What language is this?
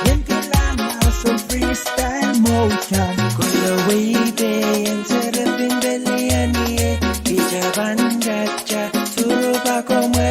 Pohnpeian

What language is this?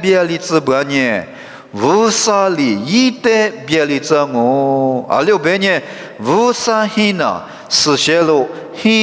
Lisu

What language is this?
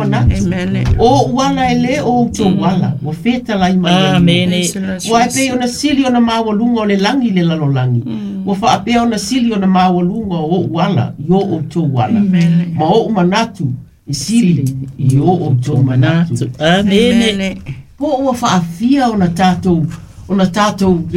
Samoan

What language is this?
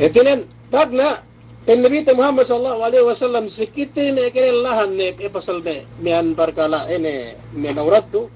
Yakan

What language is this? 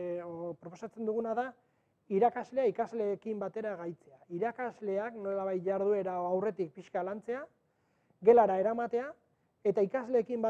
Basque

